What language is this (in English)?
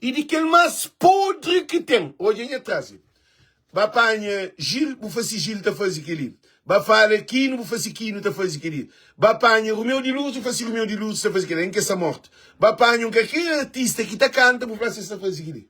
Kabuverdianu